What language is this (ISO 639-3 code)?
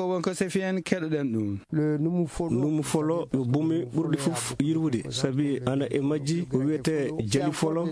ful